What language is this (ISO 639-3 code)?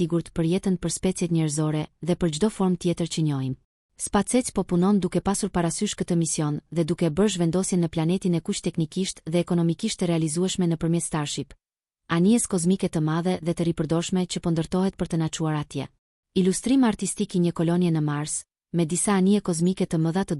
sqi